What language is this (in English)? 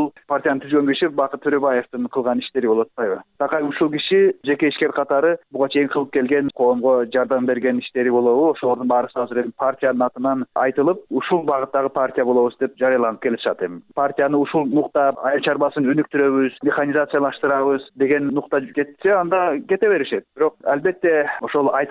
Kyrgyz